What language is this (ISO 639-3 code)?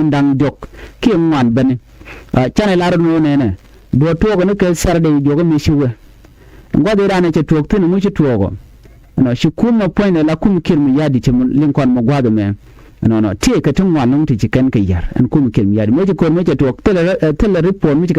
nus